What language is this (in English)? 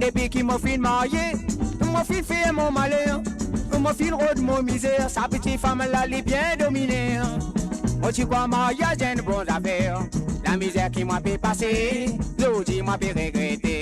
Morisyen